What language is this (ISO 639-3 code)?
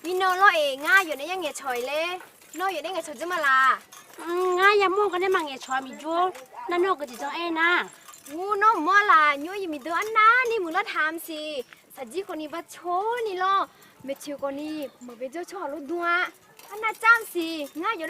ahk